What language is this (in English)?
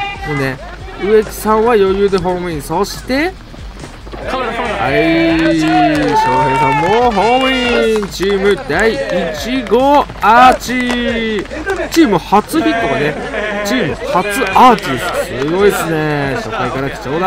Japanese